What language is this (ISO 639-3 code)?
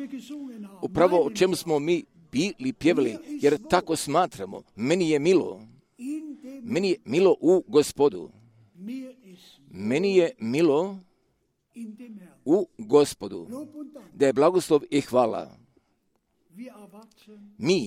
hrv